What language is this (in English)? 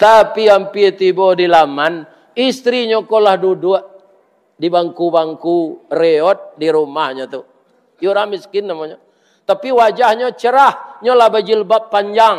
Minangkabau